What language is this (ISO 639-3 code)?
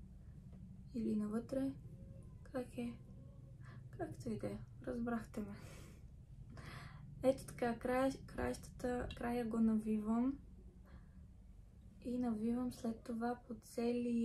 bul